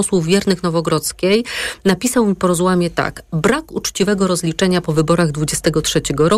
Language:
Polish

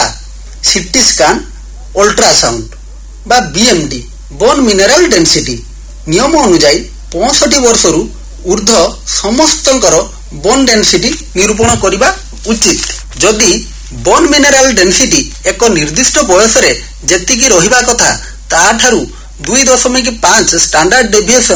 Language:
Odia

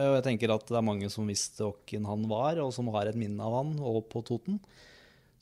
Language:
Norwegian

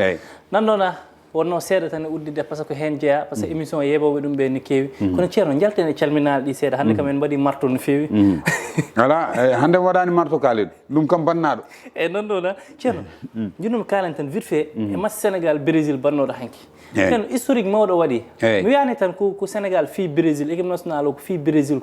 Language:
Fula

